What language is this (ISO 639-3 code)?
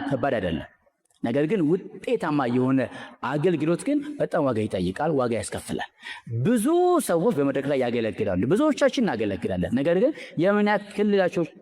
amh